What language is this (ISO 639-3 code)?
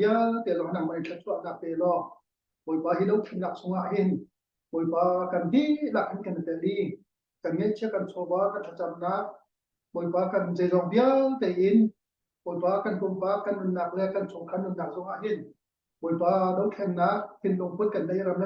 cnh